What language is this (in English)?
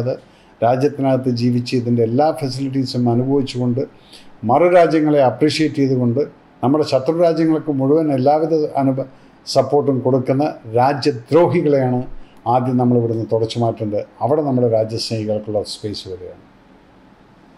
Malayalam